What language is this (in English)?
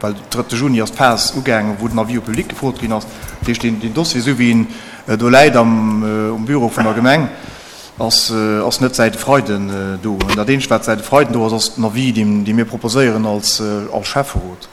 Luxembourgish